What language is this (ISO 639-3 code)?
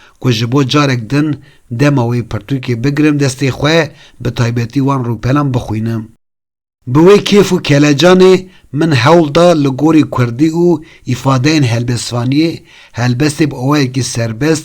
kur